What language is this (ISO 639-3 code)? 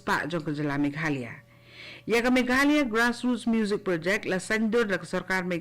kha